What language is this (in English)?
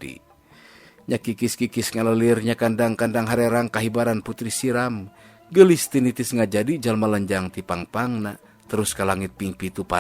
Sundanese